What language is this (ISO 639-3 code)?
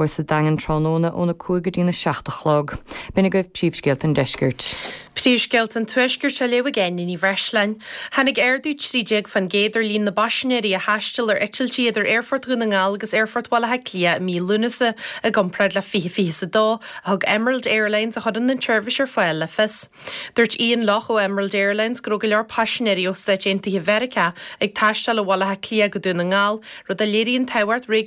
gle